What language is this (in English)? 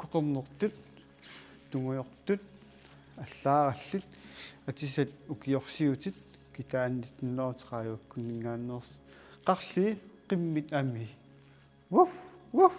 Kalaallisut